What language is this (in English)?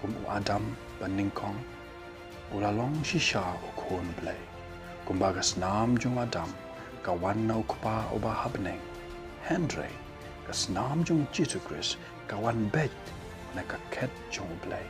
Khasi